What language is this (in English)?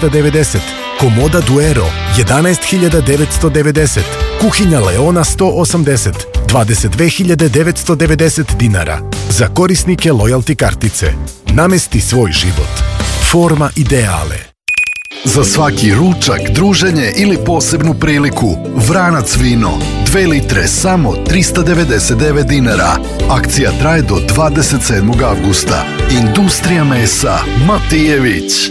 Serbian